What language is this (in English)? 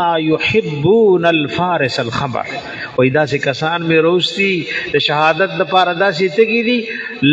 Pashto